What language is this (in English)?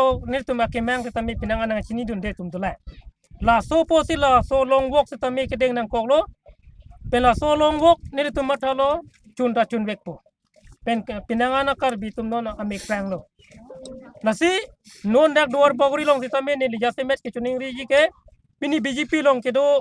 Karbi